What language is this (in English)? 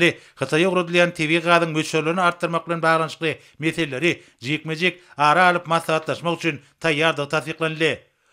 Turkmen